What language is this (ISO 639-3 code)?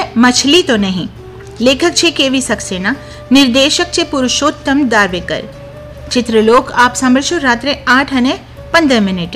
guj